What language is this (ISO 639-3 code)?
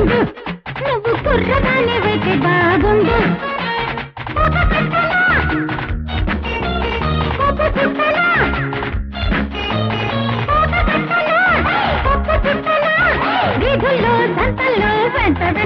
tel